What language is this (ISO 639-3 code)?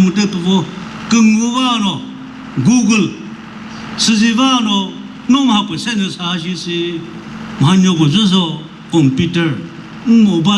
nri